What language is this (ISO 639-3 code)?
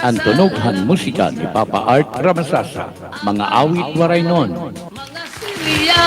war